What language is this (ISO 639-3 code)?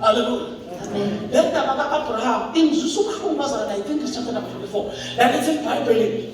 zul